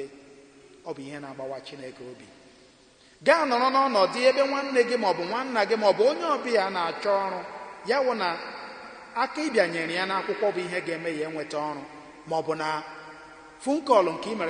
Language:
Igbo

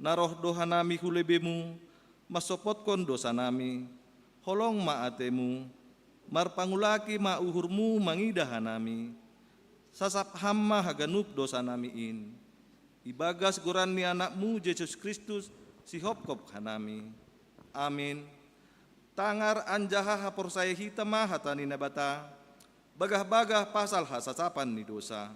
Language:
Batak Simalungun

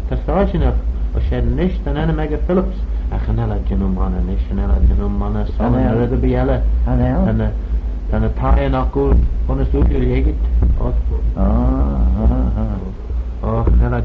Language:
Manx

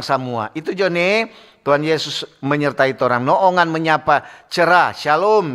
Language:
Manado Malay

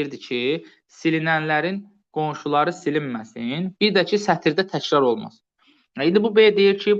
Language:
Azerbaijani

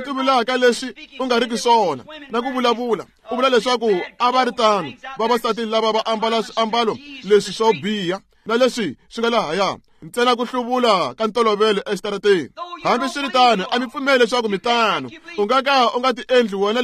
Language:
Tsonga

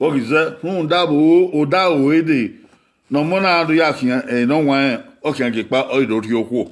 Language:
Bini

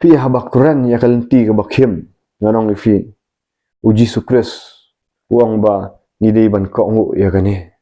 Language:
Khasi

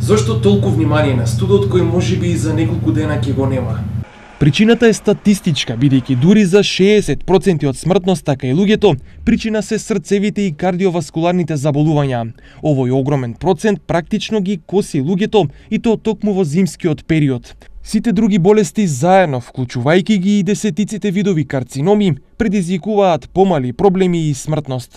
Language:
Macedonian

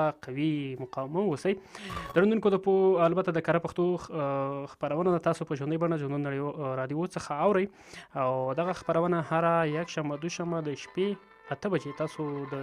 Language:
Pashto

